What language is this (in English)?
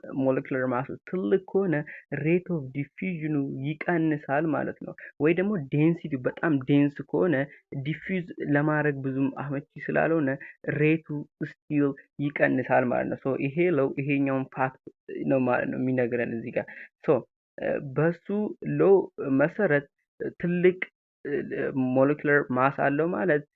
Amharic